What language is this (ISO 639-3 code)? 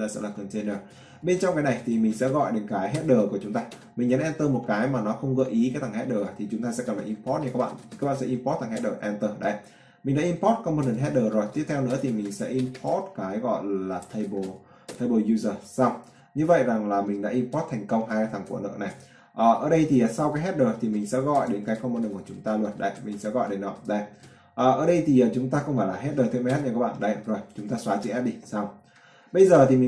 vie